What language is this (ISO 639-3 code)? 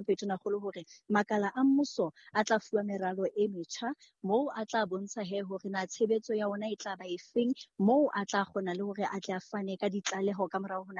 sot